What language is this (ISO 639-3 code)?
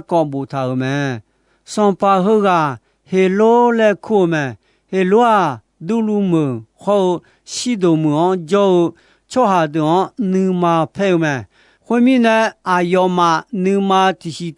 ahk